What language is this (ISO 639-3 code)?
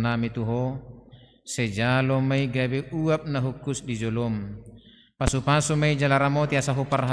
bbc